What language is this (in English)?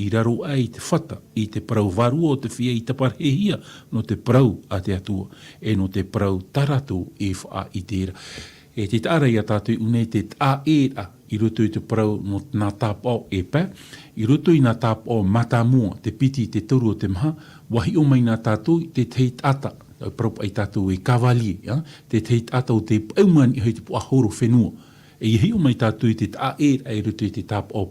Tahitian